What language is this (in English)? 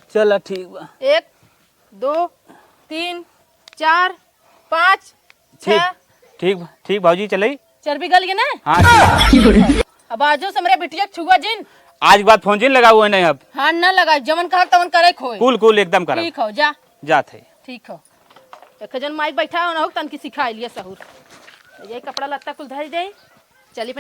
Awadhi